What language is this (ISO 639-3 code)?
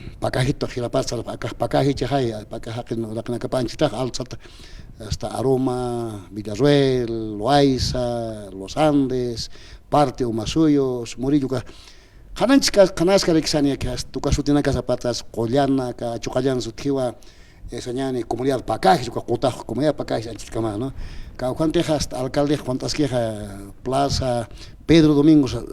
aym